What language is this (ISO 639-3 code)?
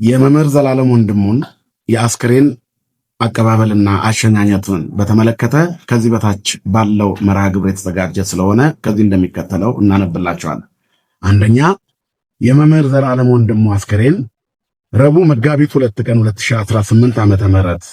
amh